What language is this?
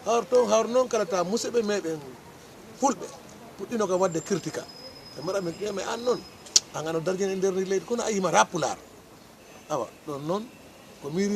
Fula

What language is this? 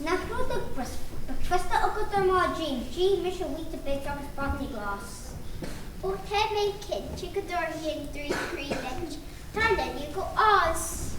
Irish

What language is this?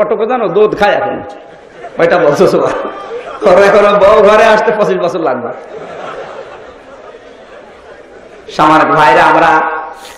Bangla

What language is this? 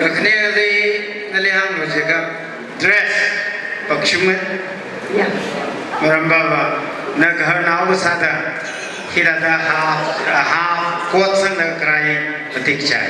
Tangkhul Naga (India)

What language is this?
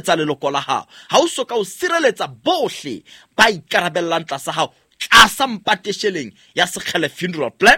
Southern Sotho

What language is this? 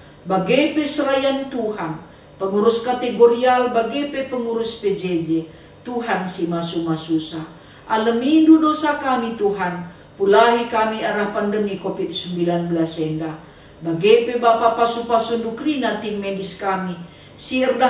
Batak Karo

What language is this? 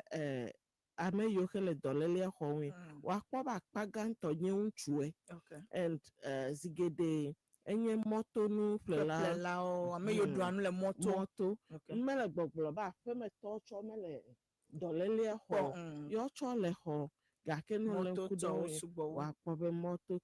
Ewe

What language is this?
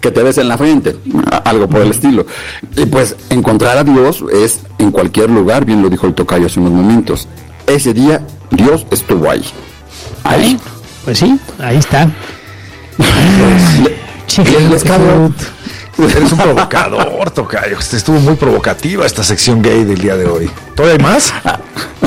Spanish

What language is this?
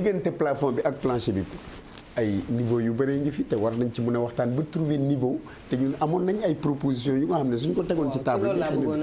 Wolof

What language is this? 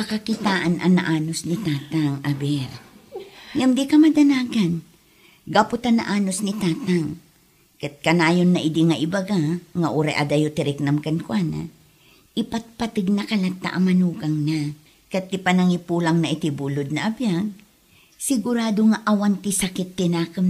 Iloko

